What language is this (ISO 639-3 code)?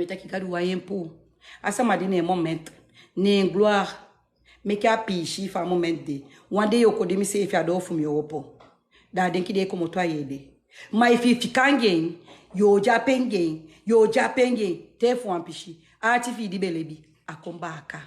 srn